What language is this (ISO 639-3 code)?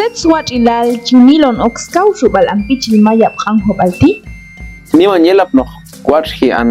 kjb